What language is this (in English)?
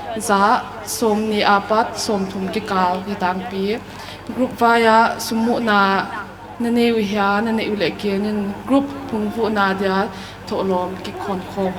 Paite Chin